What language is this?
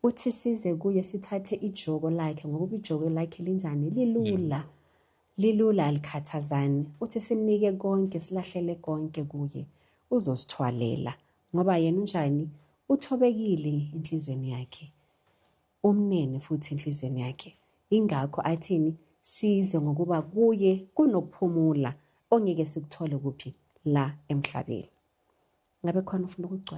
Zulu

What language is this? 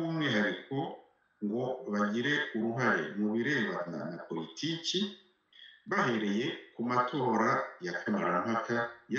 Kinyarwanda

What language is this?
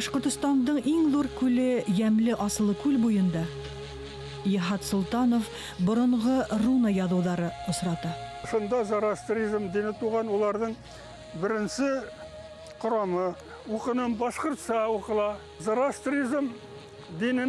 Bashkir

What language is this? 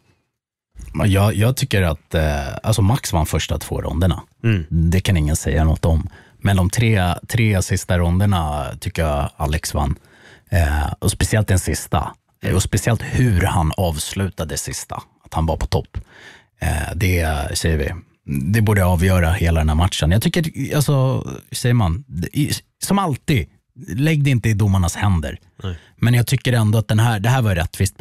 Swedish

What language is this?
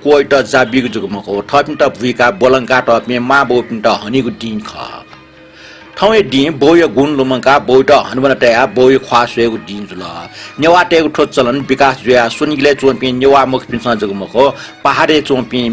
Newari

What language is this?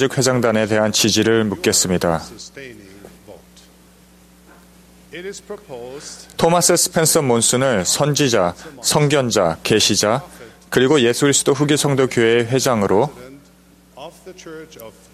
Korean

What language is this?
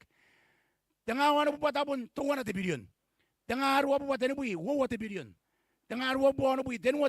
Gilbertese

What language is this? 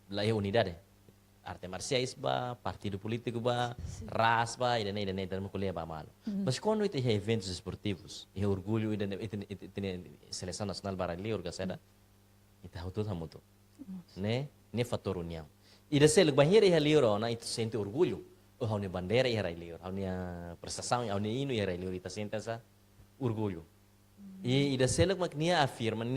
Tetum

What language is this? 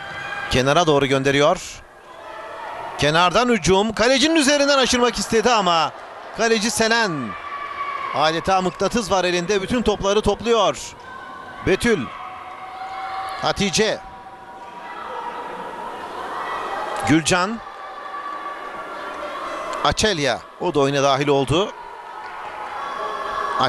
Turkish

